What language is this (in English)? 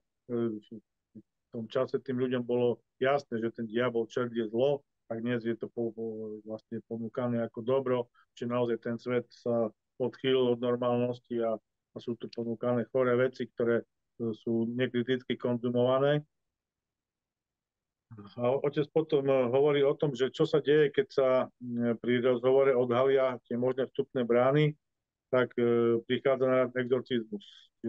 Slovak